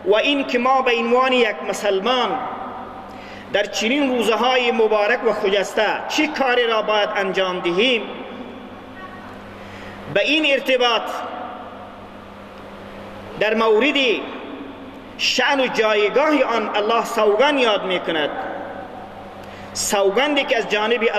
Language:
Persian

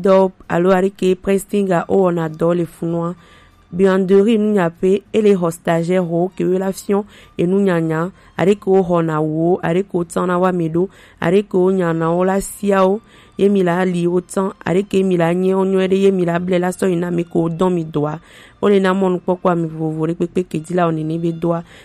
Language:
Gen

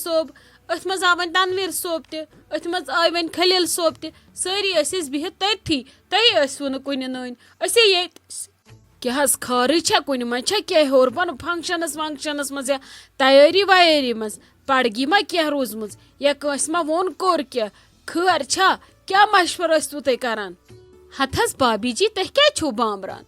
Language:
Kashmiri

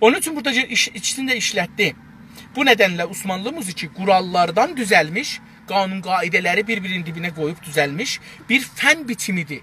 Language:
South Azerbaijani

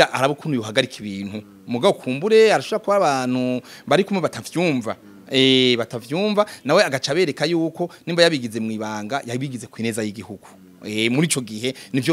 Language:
Rundi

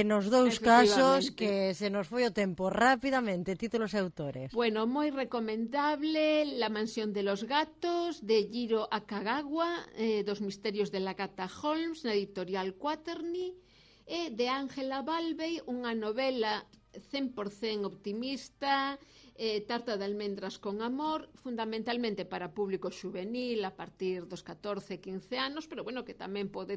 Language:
Galician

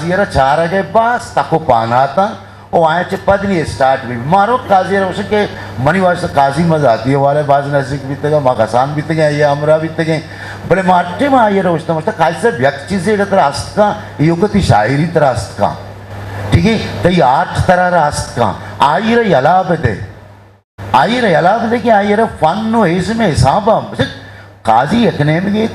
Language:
Eastern Balochi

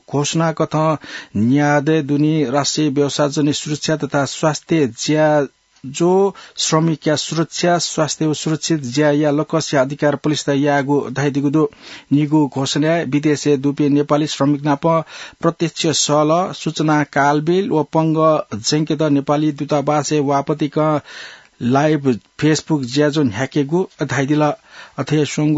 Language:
Newari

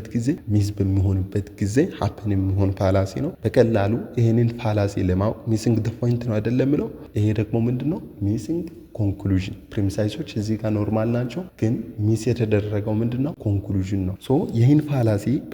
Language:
Amharic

